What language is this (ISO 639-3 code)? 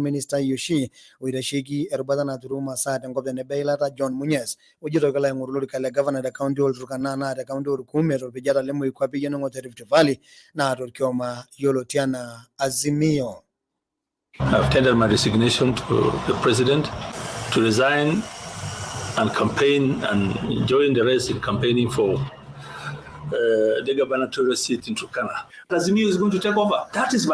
mas